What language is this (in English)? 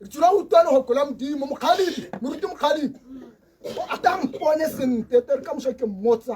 Tswana